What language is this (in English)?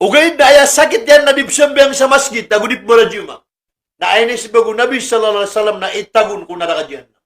Maranao